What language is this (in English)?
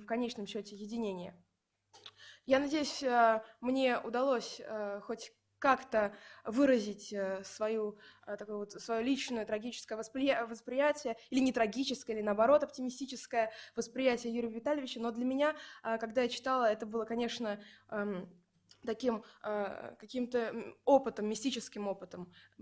Russian